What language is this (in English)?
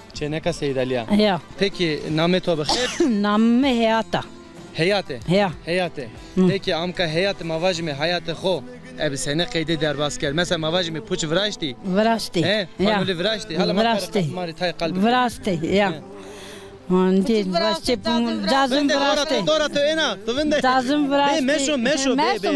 Zaza